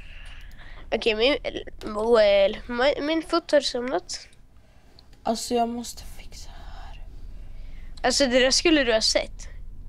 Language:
Swedish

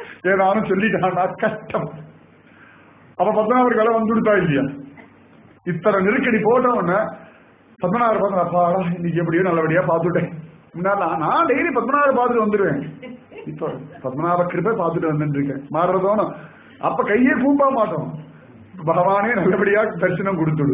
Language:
Tamil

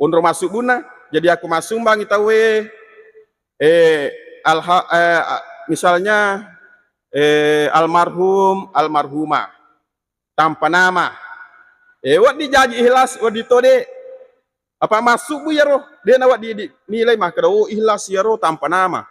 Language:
Buginese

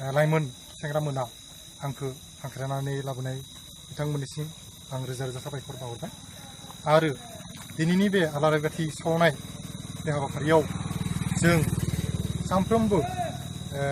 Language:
Bodo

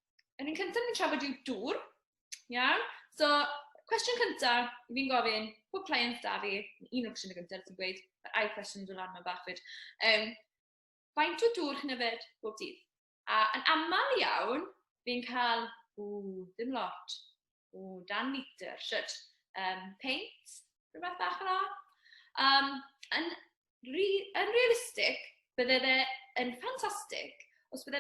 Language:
Welsh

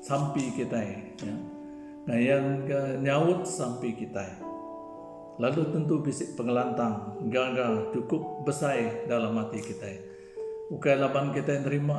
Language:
Iban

